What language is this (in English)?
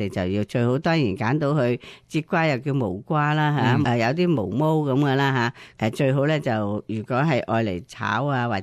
Cantonese